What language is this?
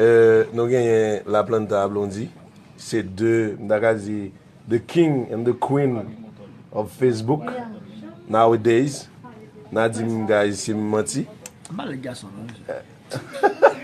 Haitian Creole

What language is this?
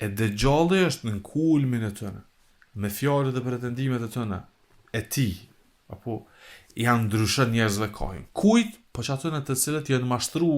Albanian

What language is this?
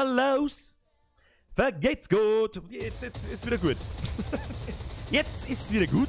Bavarian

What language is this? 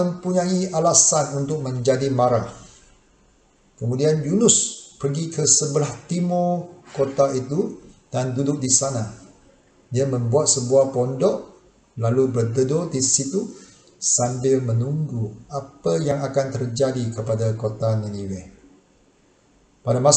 Malay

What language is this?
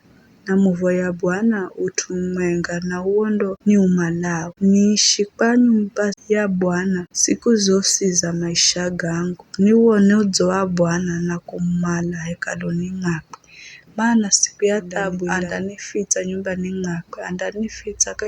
Giryama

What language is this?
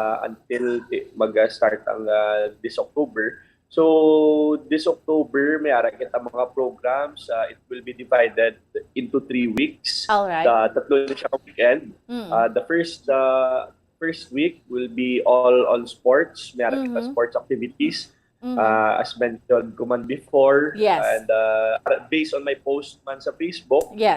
Hiligaynon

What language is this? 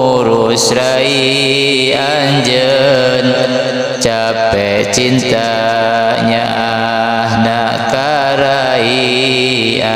Sundanese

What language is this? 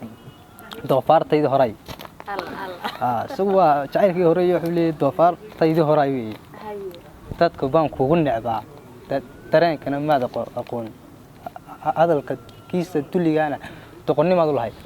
Somali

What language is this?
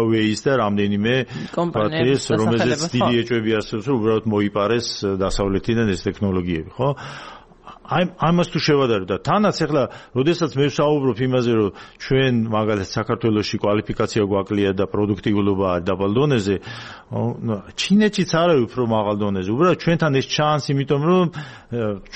Georgian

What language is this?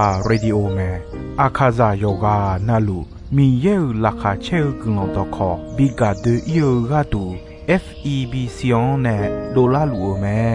Akha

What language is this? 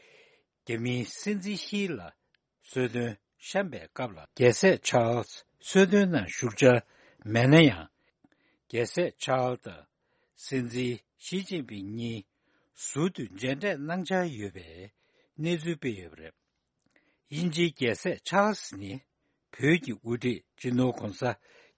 Tibetan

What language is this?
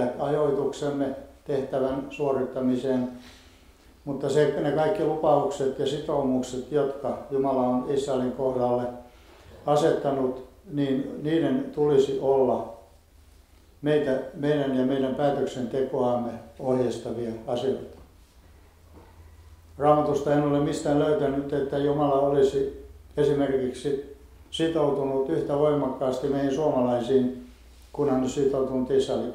Finnish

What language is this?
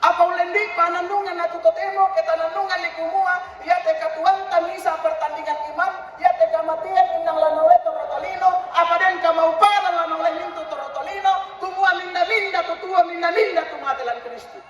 Toraja-Sa'dan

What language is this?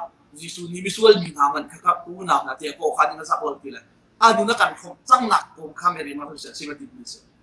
Hakha Chin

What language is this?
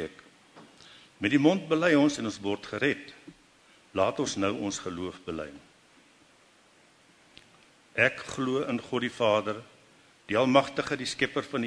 Afrikaans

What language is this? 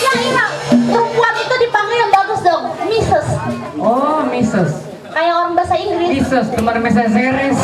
Betawi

